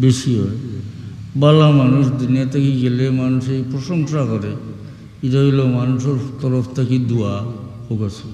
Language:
Sylheti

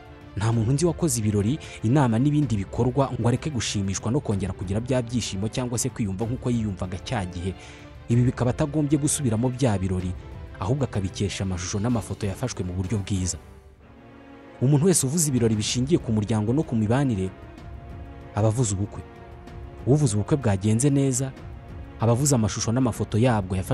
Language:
Kinyarwanda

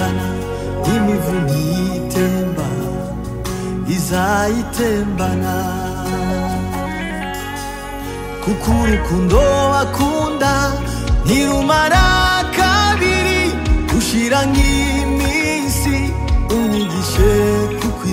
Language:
Kinyarwanda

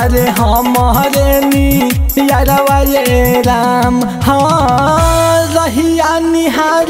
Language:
Bhojpuri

